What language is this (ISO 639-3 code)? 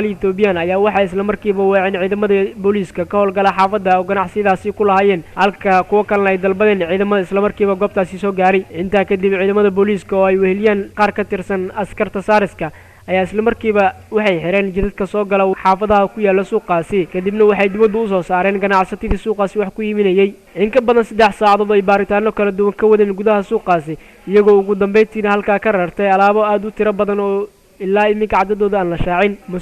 som